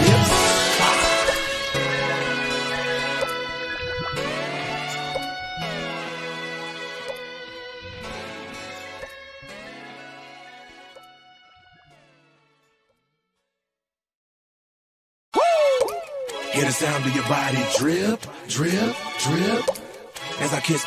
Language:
English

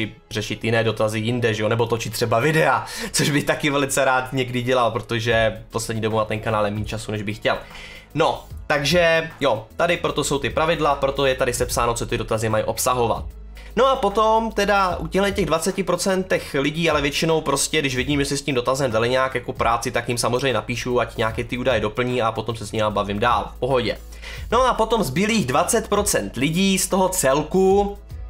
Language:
Czech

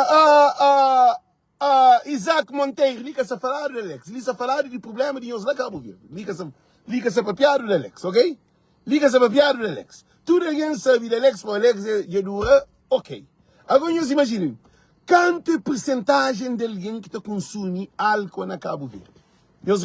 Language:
Kabuverdianu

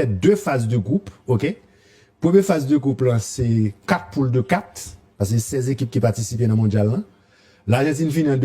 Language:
Haitian Creole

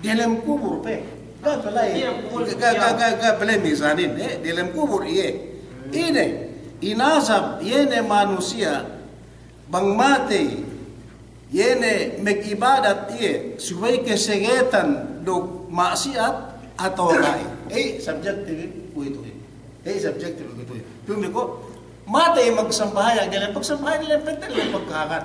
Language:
Yakan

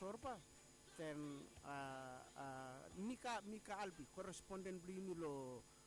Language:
Bislama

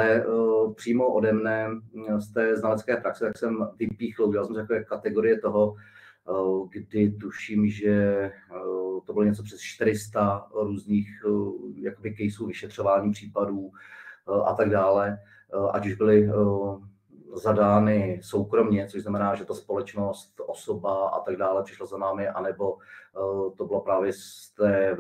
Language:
Czech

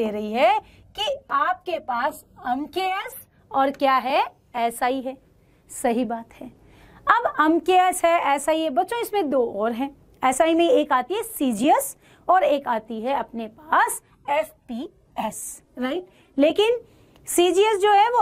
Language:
Hindi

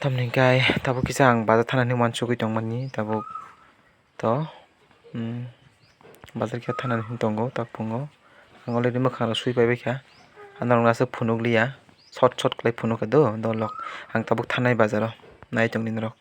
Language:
Kok Borok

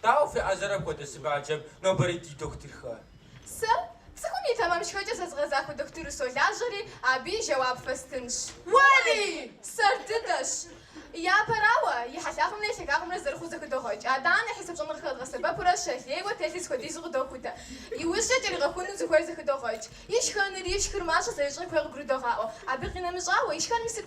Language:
Kabardian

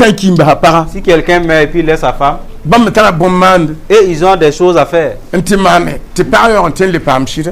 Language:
Mossi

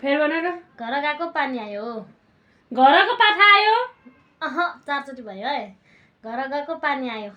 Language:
Nepali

